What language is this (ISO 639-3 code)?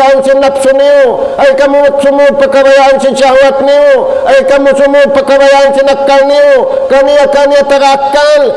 tsg